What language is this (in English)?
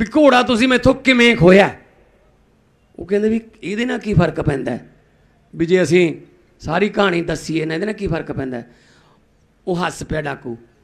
Punjabi